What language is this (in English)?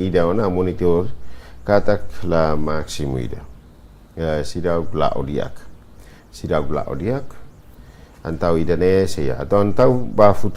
Tetum